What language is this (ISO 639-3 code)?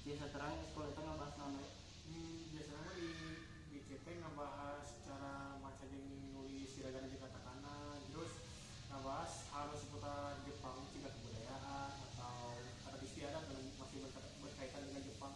sun